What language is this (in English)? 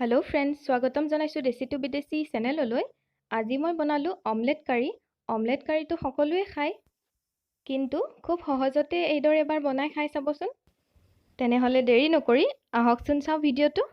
Assamese